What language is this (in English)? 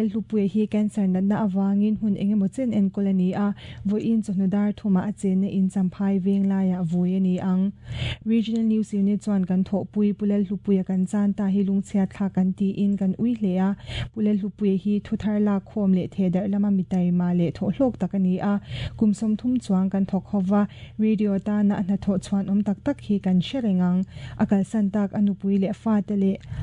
Mizo